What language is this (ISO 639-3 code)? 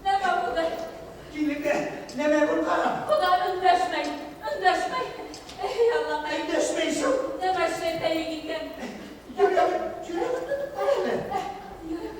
bak